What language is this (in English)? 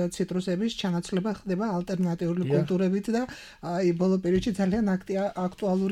Georgian